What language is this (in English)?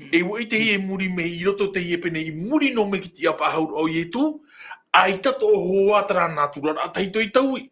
Tahitian